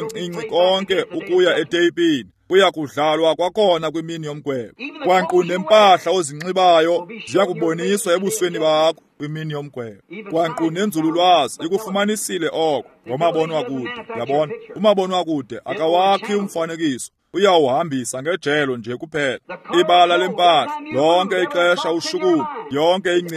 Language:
Xhosa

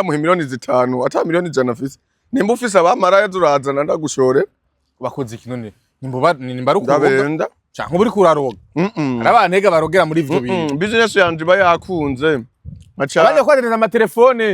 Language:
Rundi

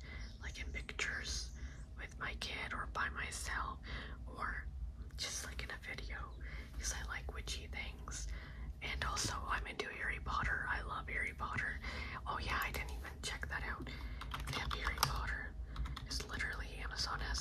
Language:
English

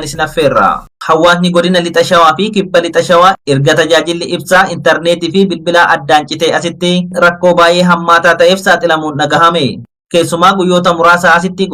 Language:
Oromo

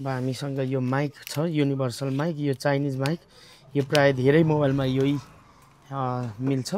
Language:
Nepali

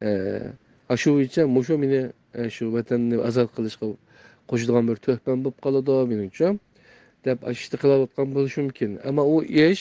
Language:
Uyghur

